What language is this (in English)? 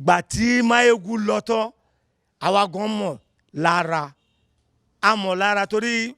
Yoruba